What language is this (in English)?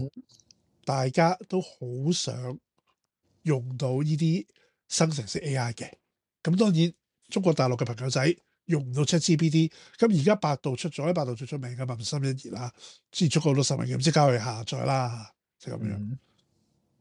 Cantonese